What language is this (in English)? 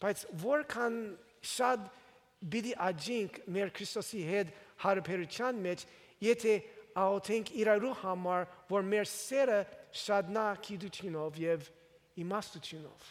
Armenian